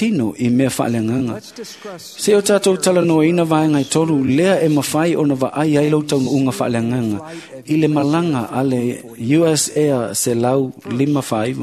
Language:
Samoan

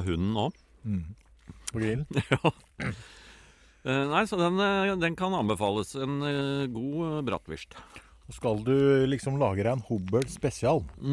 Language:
Norwegian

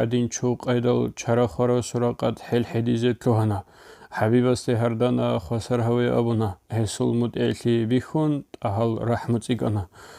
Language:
Avaric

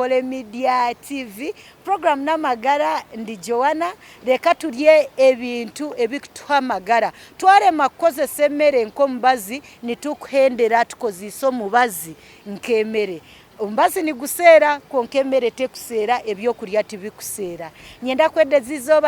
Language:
Nyankole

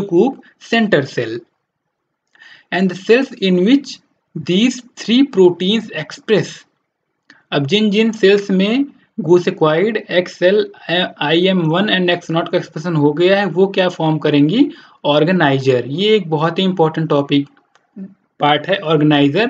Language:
Hindi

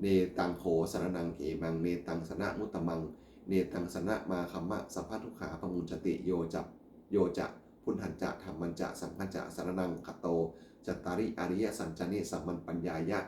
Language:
Pali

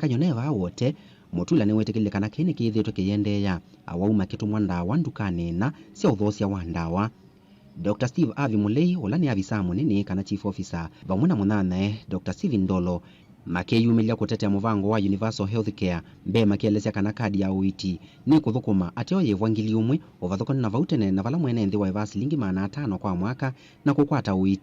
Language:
Kamba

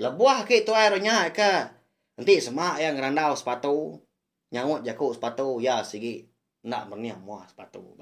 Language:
Iban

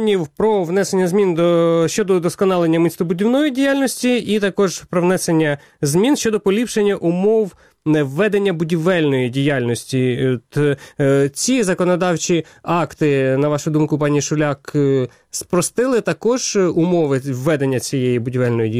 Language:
Ukrainian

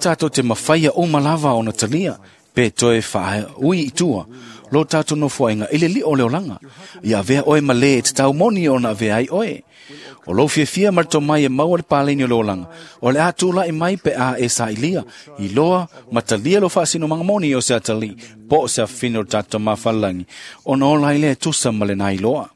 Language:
Samoan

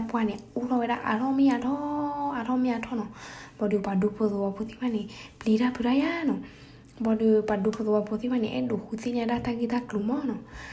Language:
S'gaw Karen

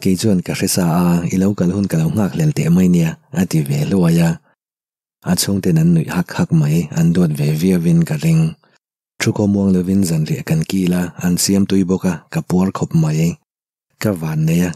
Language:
Mizo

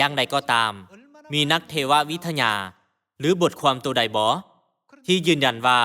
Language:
Lao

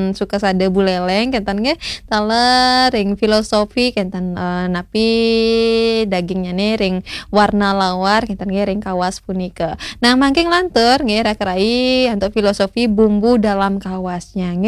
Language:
Balinese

